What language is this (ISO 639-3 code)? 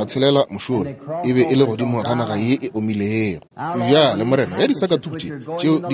nso